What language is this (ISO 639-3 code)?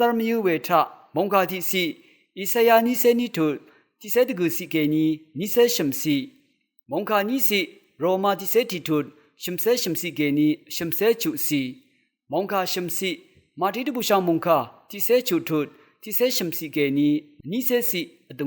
raw